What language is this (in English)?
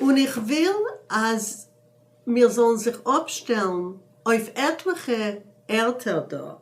Yiddish